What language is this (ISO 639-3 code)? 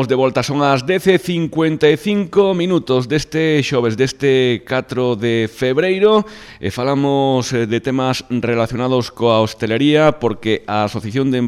glg